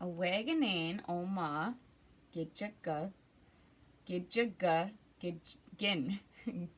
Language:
Ojibwa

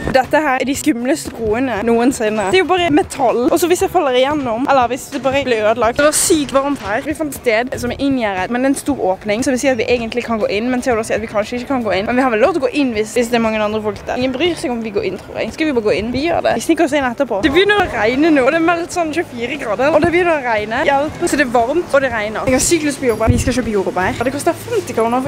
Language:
Norwegian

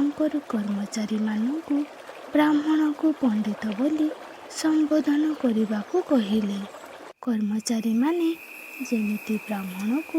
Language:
Odia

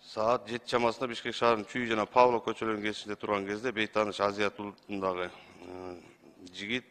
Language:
Kyrgyz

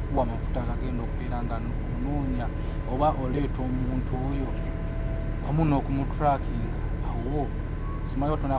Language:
Ganda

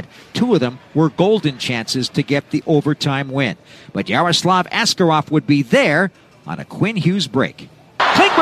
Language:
English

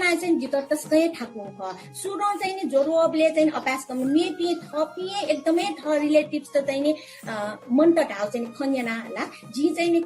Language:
Newari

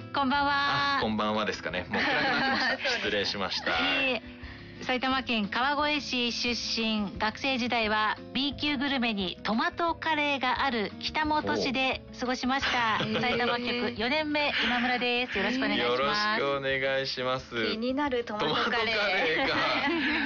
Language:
Japanese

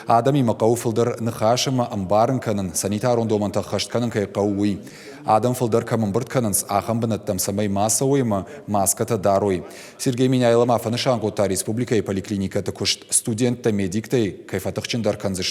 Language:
Ossetic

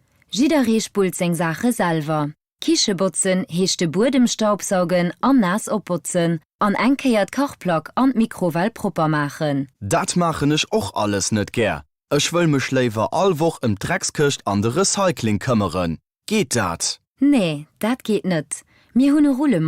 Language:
Luxembourgish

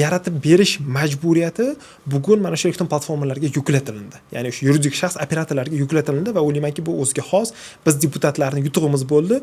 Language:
Uzbek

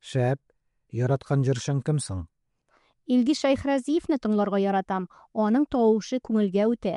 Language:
Tatar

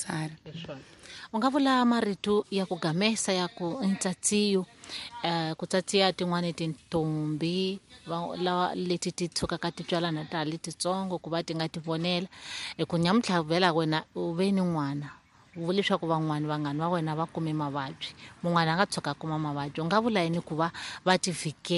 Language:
Tsonga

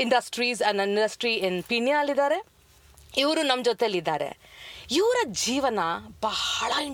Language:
Kannada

